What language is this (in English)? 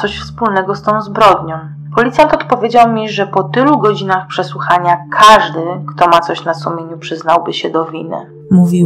Polish